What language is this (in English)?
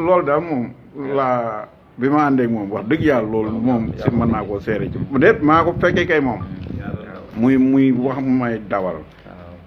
Wolof